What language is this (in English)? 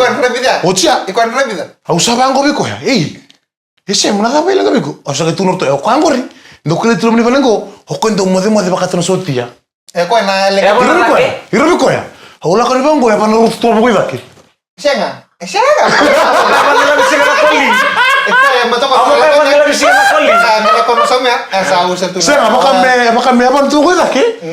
Fijian